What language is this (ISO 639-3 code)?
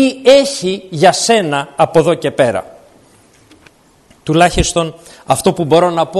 ell